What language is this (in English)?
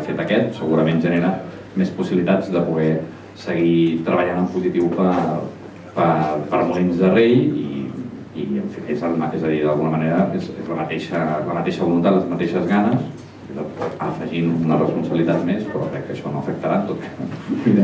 Catalan